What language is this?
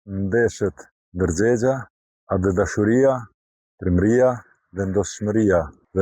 Albanian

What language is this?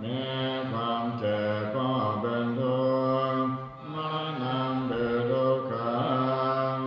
Pali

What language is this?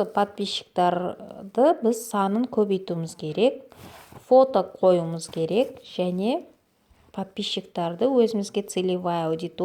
Kazakh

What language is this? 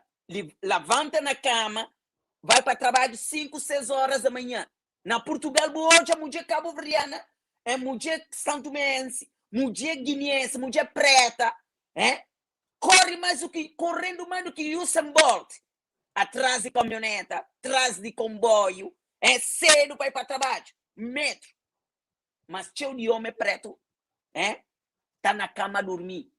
Kabuverdianu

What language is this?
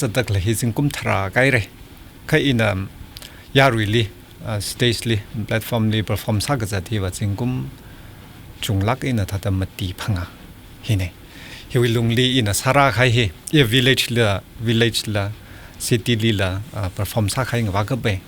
Tangkhul Naga (India)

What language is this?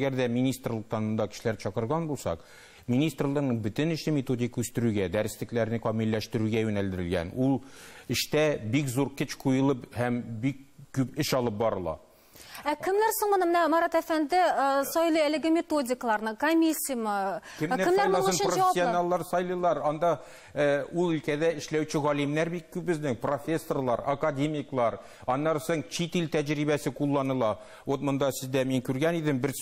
Tatar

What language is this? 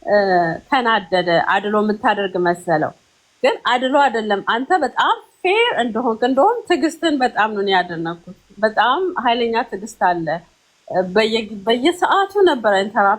Amharic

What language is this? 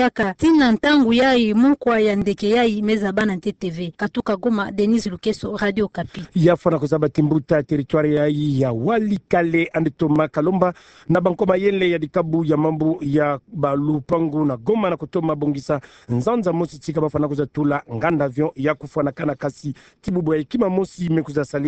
Kituba (Democratic Republic of Congo)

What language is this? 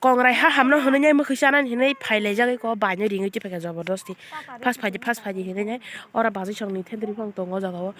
Kok Borok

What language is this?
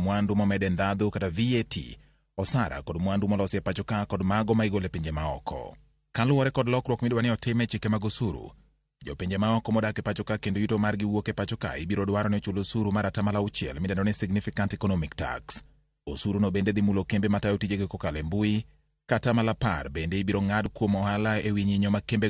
Luo (Kenya and Tanzania)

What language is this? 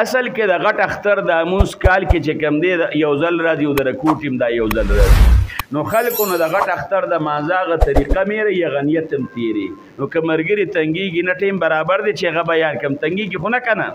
Pashto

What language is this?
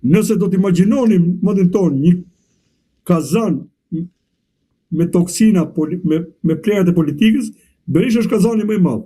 Albanian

